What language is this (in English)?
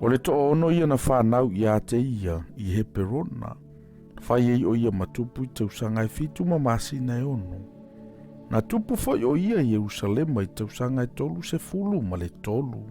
Samoan